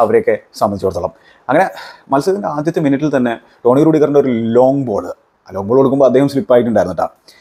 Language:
Malayalam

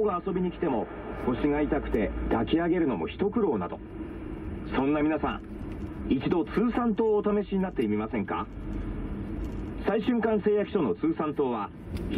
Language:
Japanese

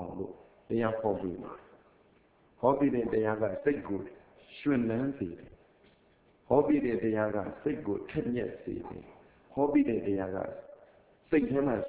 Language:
Burmese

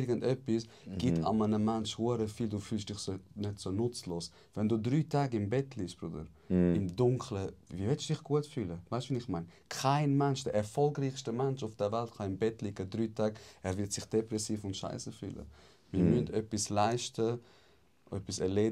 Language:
Swiss German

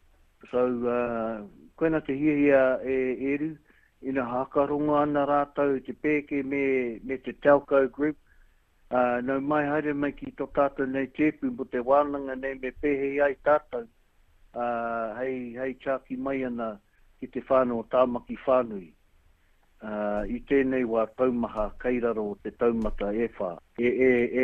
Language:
Māori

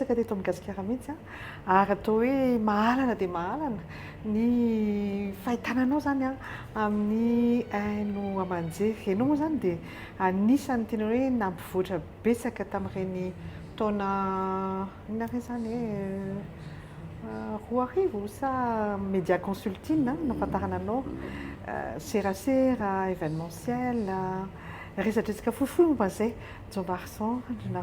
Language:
Malagasy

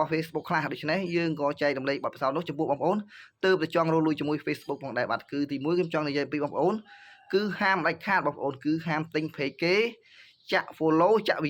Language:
Khmer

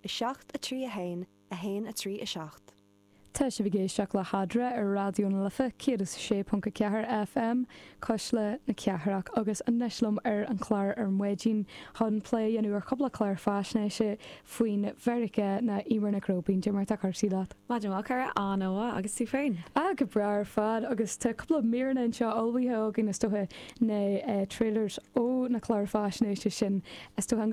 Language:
Irish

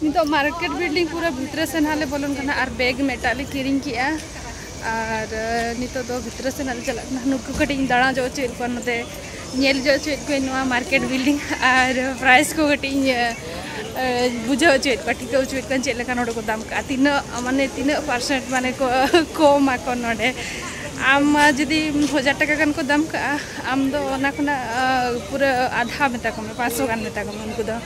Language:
Santali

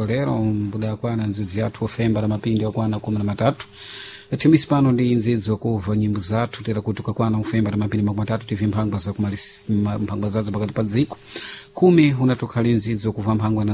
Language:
Sena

